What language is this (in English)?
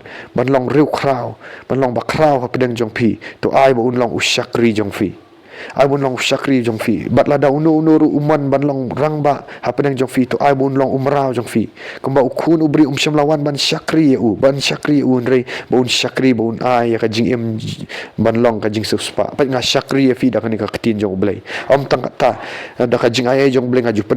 Khasi